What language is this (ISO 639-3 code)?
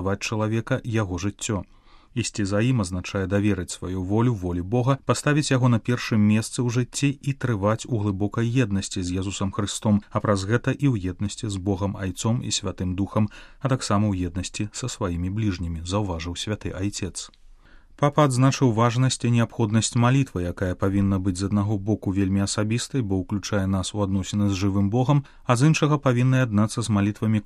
bel